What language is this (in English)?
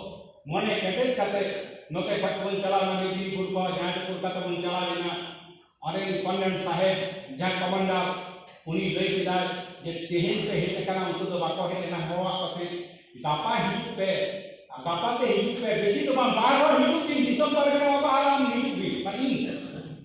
Santali